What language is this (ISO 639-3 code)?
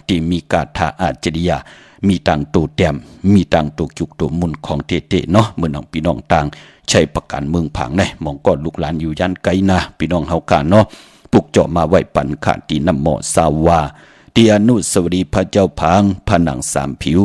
shn